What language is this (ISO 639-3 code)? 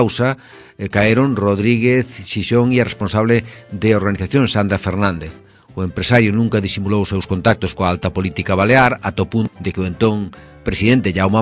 glg